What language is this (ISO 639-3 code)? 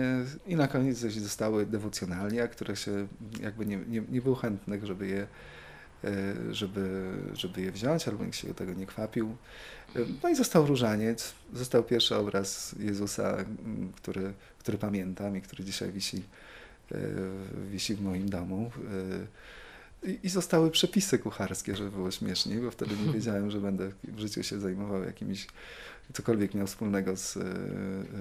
pol